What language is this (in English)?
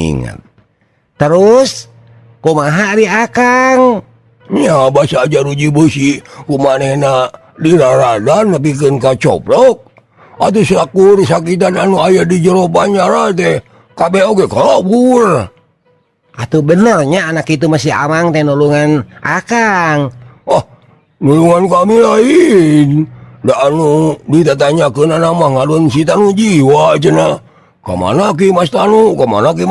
Sundanese